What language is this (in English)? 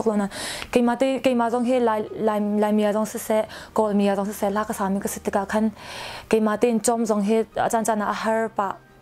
Hakha Chin